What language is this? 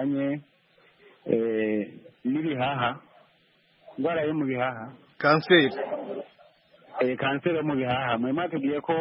Kinyarwanda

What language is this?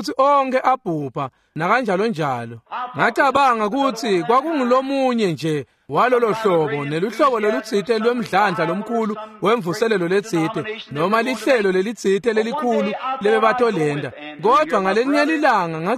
Swati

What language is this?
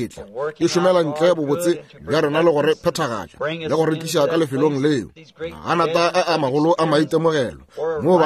Northern Sotho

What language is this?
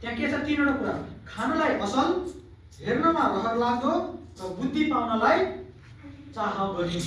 Nepali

